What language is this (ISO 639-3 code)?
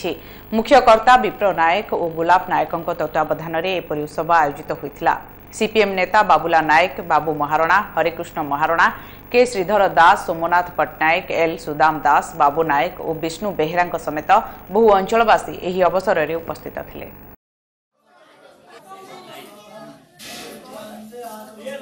ori